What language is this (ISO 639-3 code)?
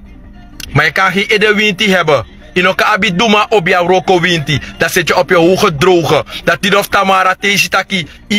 srn